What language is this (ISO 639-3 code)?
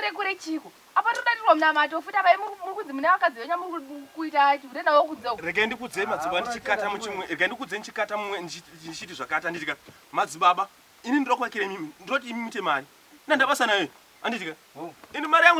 sna